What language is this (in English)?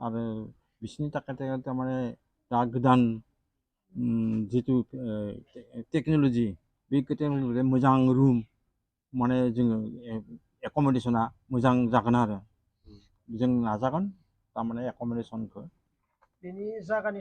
Bodo